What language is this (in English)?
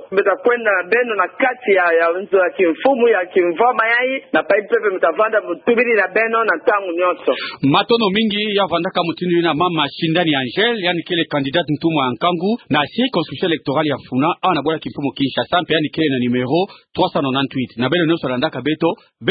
Kituba (Democratic Republic of Congo)